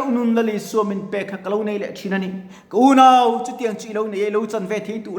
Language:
Mizo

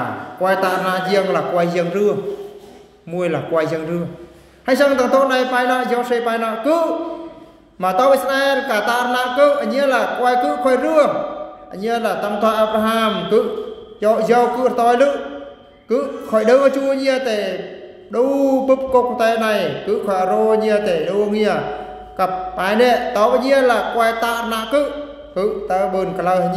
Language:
Eastern Bru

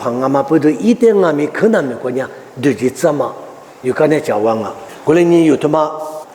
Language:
Lisu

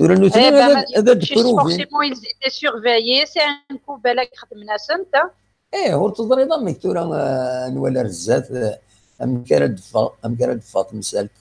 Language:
Kabyle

